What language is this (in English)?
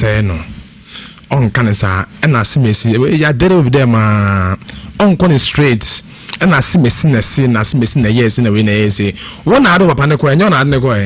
Akan